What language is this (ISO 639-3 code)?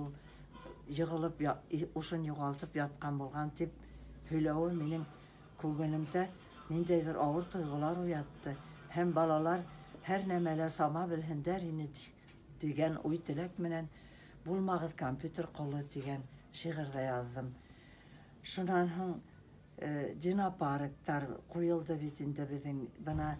bak